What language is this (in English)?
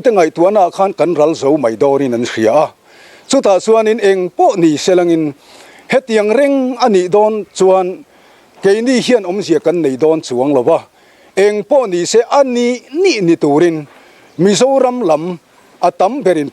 Mizo